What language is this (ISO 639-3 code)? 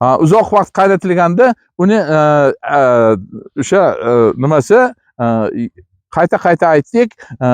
uzb